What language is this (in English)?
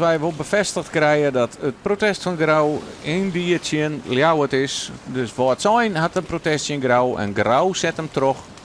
Western Frisian